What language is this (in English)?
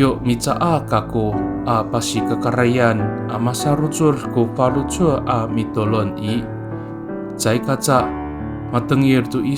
Amis